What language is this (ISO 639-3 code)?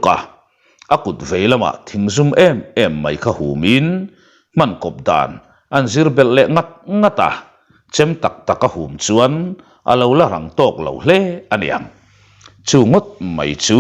lus